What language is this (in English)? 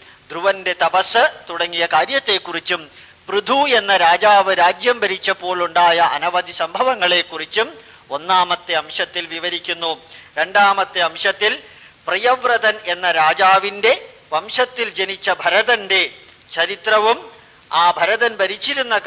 Malayalam